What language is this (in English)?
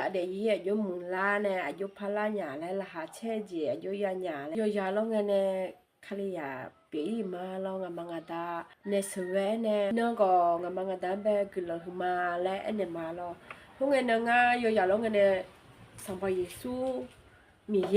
Akha